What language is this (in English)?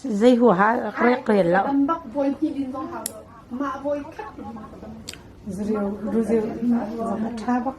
Hakha Chin